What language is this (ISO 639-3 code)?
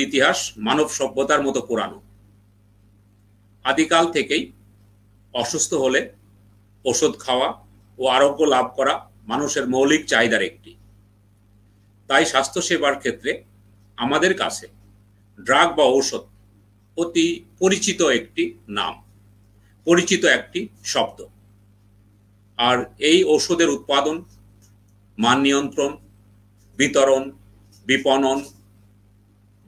ben